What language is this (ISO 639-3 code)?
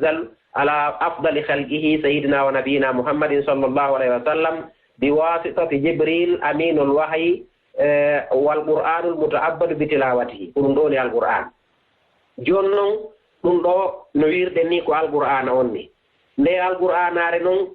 ful